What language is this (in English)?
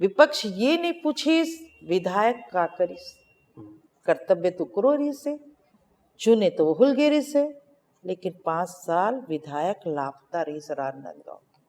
Chhattisgarhi